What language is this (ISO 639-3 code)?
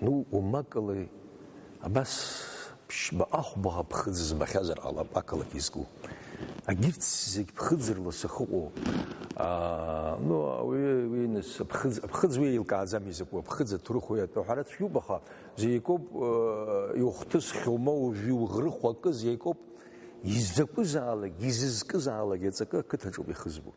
abk